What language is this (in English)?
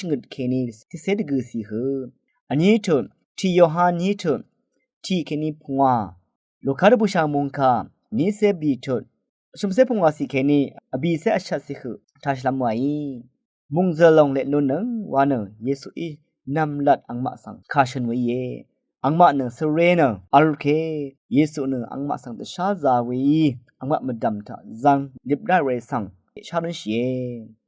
Rawang